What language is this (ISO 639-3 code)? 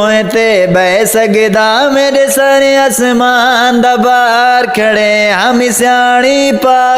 skr